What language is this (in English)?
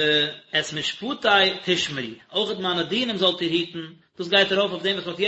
Yiddish